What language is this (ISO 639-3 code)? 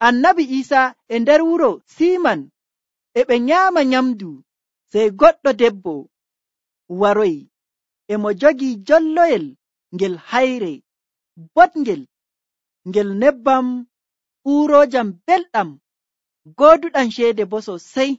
fuv